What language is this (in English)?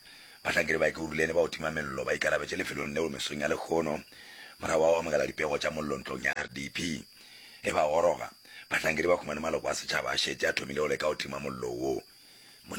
Northern Sotho